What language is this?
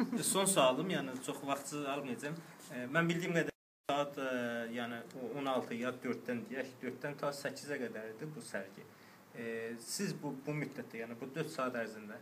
South Azerbaijani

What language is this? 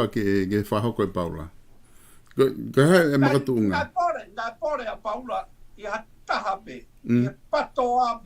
Tongan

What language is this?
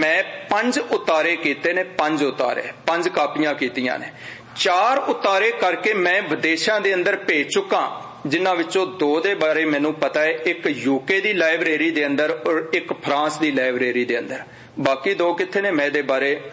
Punjabi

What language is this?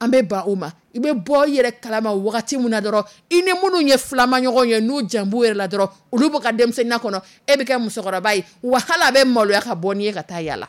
Dyula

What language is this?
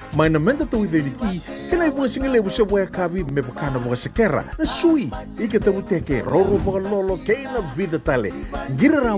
Fijian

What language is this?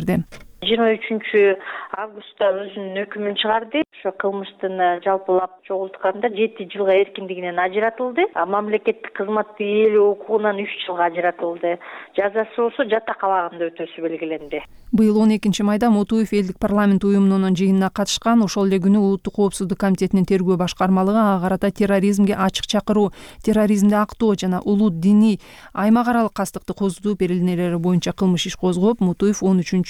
Kyrgyz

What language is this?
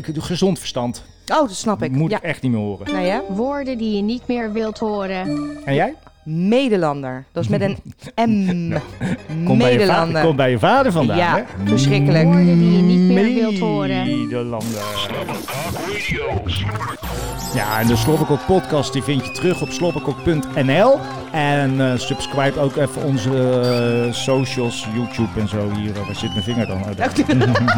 Dutch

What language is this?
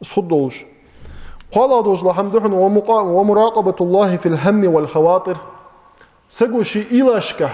Ingush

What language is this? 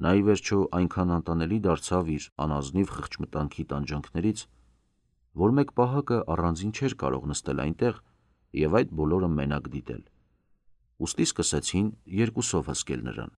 Armenian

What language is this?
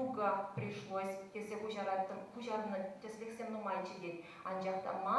Chuvash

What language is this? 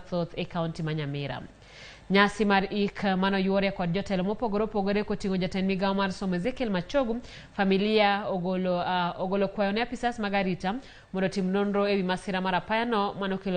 Luo (Kenya and Tanzania)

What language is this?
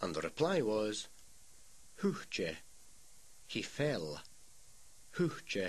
Scottish Gaelic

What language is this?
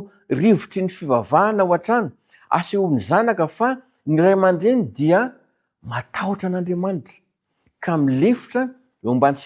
Malagasy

